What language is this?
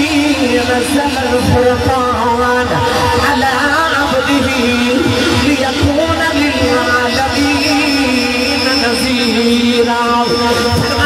Urdu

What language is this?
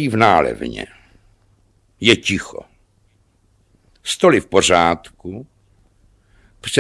Czech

